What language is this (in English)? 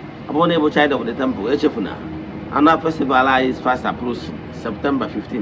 Igbo